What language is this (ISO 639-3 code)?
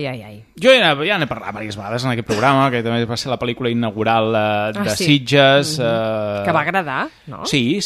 cat